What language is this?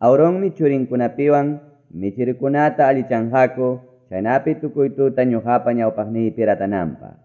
Quechua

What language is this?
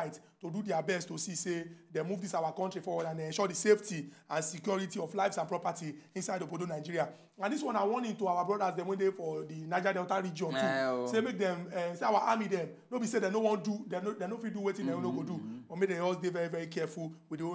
Nigerian Pidgin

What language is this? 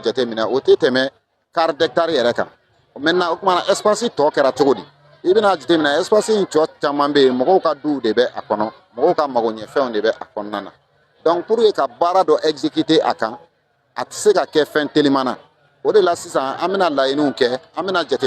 Bambara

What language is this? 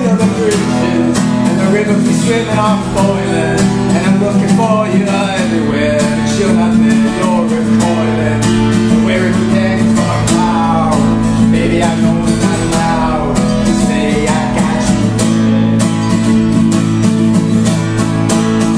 English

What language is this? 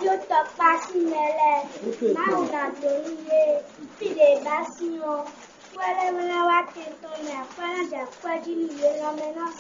Fon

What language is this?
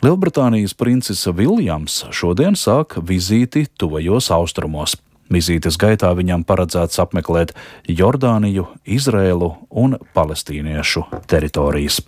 Latvian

